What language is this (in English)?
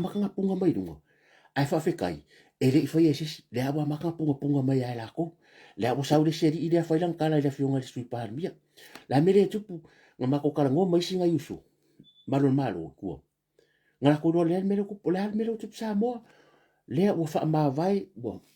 Samoan